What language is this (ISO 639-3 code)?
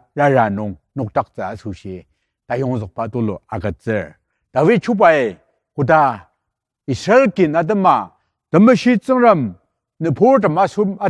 njo